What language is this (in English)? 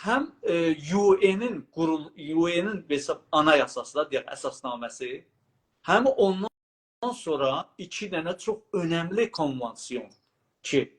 South Azerbaijani